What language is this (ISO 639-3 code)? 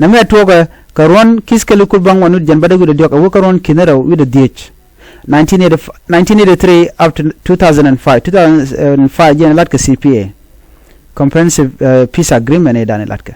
nus